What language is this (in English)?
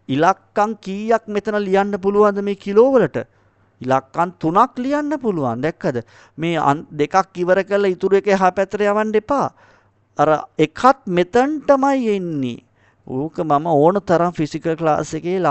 Sinhala